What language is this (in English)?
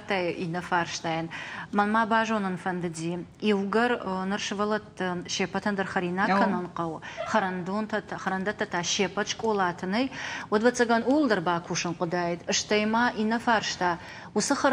Ossetic